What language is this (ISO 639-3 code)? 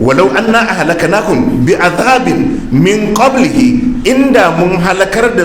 hau